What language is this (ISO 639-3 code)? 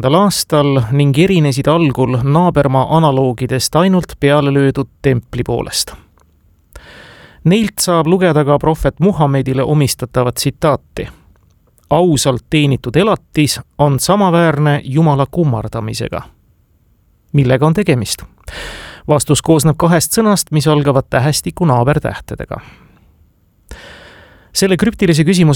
est